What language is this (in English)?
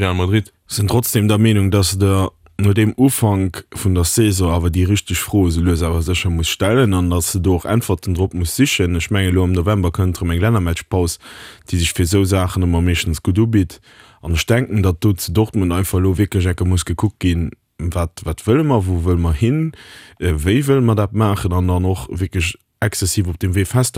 Luxembourgish